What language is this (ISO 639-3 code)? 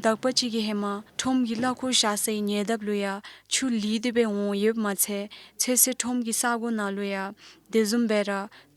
dzo